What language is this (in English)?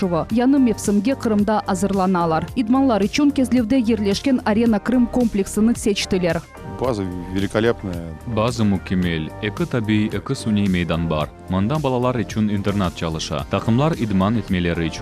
Crimean Tatar